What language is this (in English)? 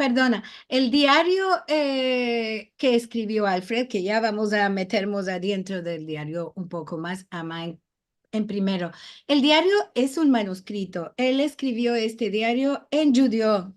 Ladino